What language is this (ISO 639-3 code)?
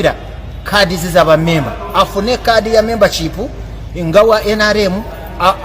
lug